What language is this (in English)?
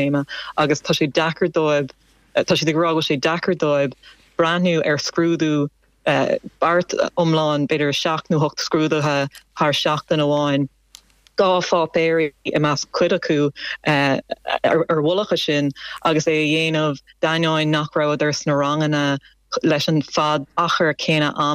Irish